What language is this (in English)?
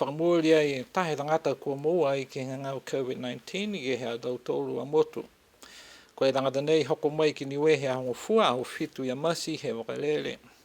Niuean